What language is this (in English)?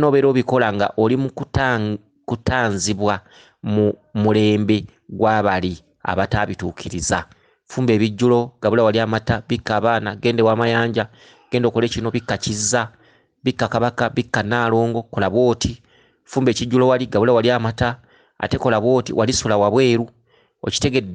Ganda